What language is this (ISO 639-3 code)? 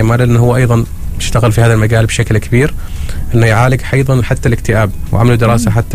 ara